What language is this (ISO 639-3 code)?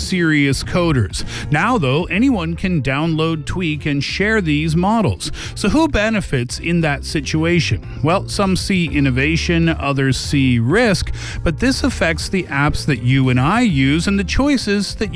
eng